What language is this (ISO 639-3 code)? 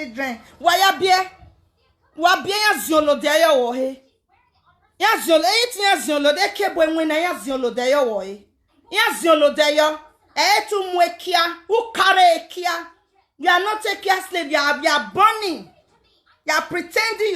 pcm